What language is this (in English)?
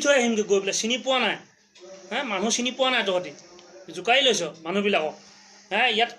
Assamese